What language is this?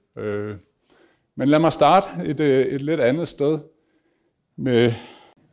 Danish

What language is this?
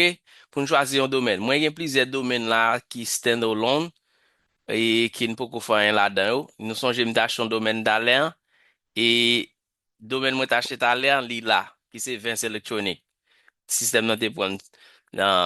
Haitian Creole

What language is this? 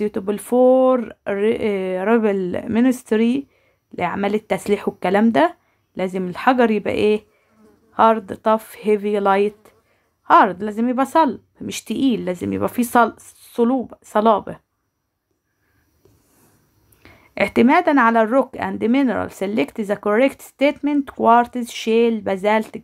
Egyptian Arabic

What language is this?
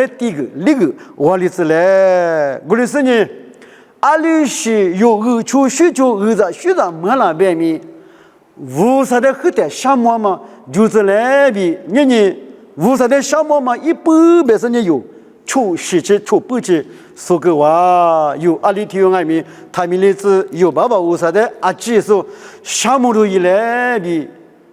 Lisu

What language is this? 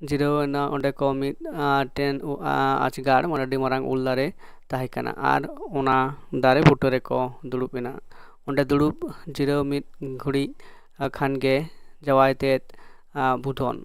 Santali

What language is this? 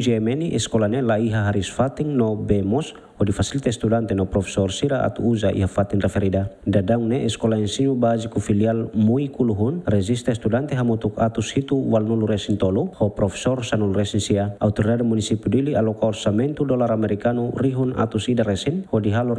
Tetum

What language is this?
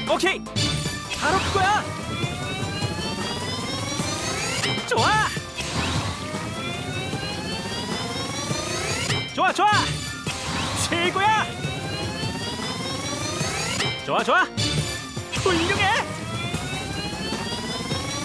Korean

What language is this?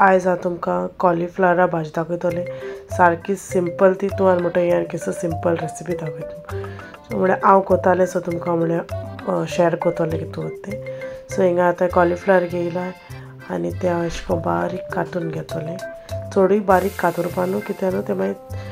Konkani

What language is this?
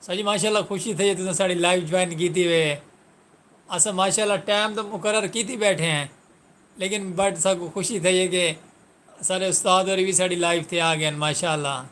Saraiki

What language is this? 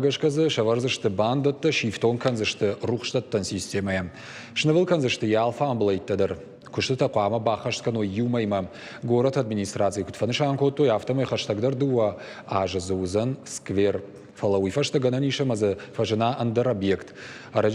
Ossetic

